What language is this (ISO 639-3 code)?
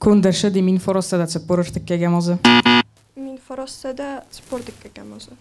oss